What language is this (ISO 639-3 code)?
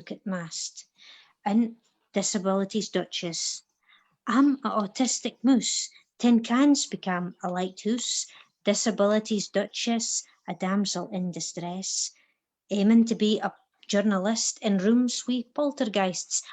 sco